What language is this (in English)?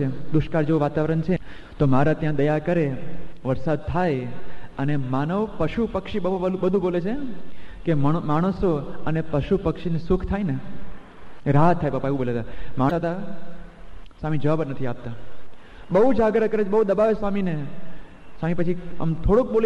Gujarati